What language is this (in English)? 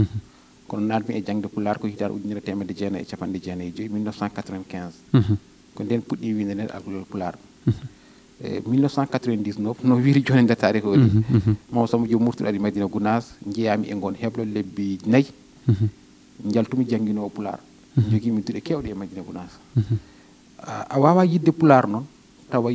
Fula